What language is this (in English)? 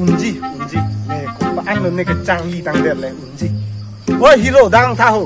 Karbi